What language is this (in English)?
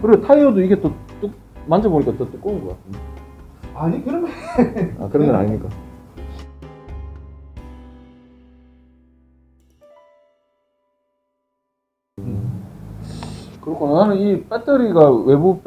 Korean